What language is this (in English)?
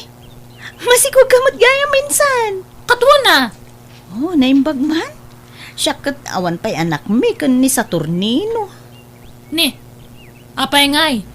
Iloko